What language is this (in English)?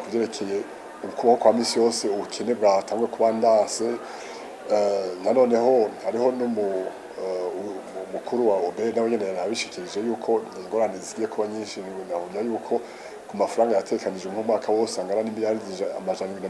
Rundi